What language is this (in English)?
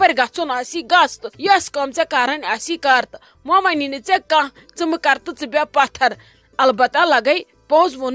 Kashmiri